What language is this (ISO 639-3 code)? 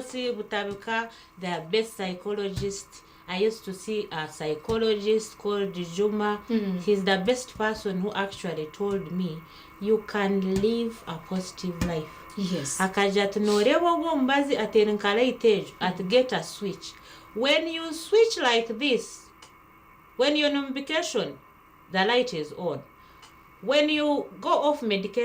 nyn